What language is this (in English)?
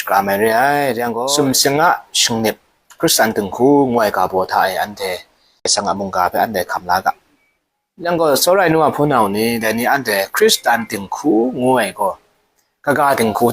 Kachin